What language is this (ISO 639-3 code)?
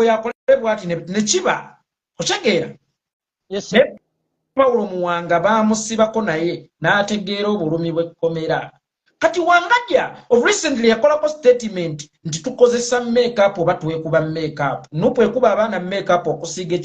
lug